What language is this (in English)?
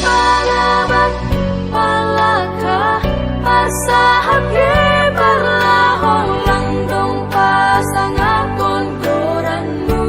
Batak Simalungun